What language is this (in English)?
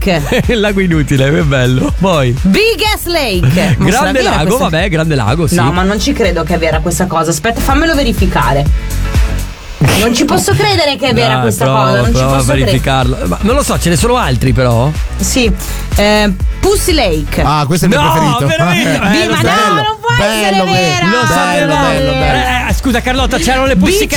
Italian